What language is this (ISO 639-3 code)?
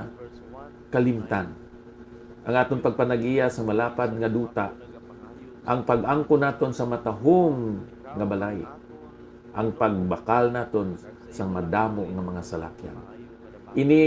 hil